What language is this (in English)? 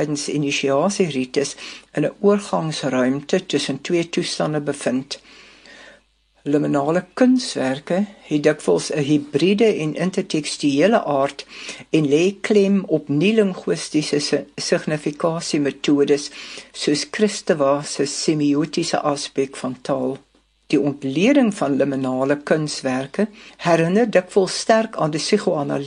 Afrikaans